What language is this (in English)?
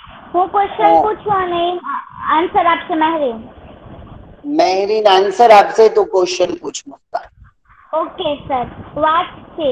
Gujarati